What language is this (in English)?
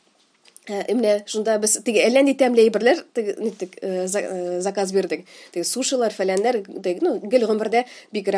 Tatar